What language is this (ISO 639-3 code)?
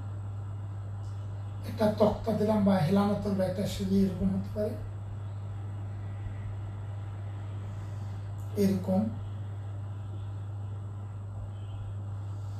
ben